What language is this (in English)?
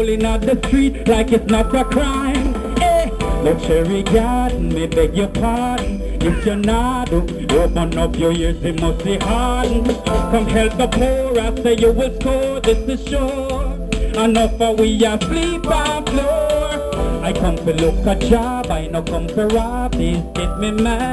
Jamaican Creole English